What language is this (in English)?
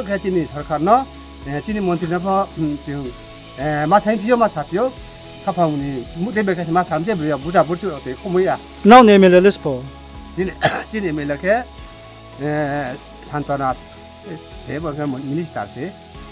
Riang (India)